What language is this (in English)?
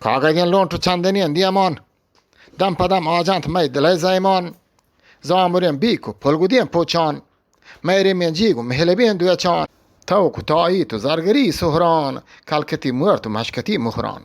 Eastern Balochi